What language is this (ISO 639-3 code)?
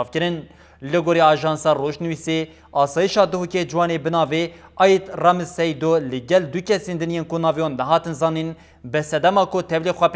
kur